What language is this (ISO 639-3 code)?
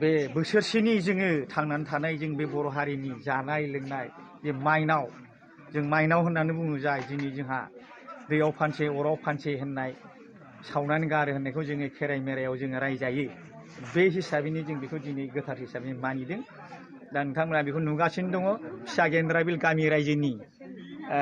brx